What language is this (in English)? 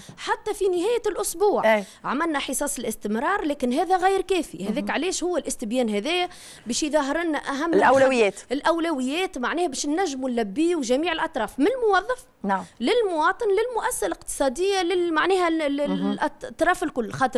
Tunisian Arabic